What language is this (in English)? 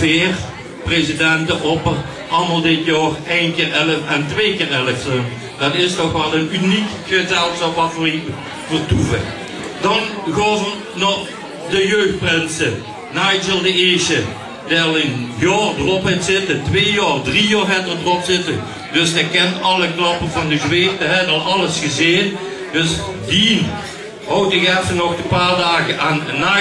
Limburgish